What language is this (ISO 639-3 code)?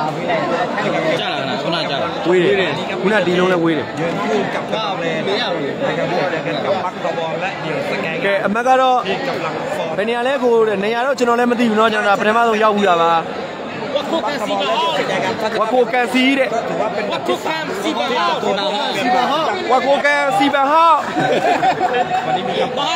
mya